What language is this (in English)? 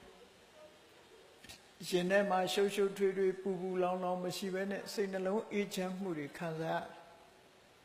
Burmese